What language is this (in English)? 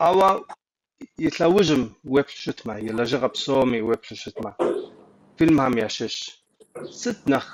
Kabardian